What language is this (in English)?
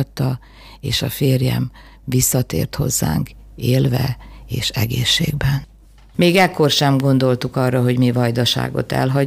Hungarian